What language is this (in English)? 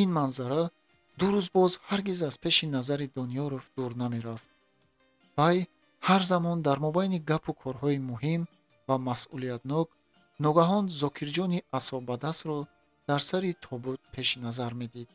Tajik